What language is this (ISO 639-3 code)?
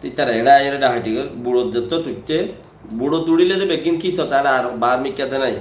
rhg